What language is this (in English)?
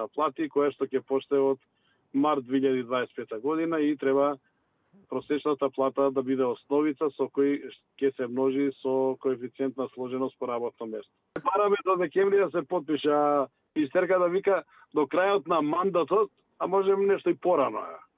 Macedonian